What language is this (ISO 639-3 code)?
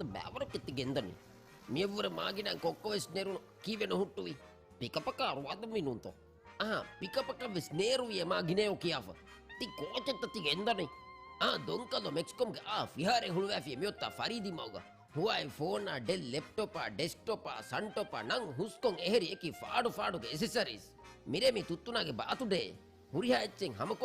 div